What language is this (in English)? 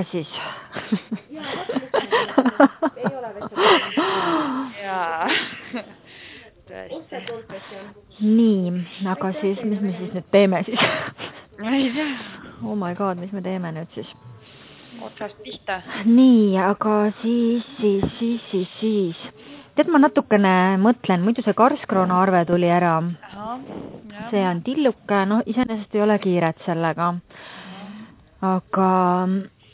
Estonian